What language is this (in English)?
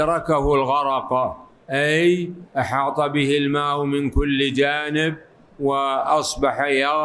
Arabic